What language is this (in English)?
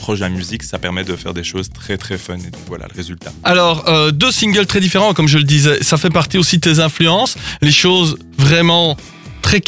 French